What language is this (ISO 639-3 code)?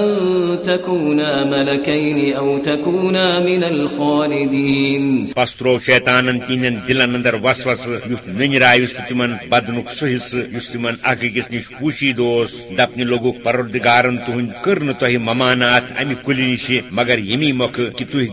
kas